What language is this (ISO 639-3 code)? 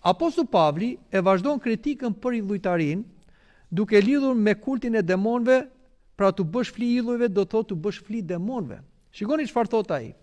sqi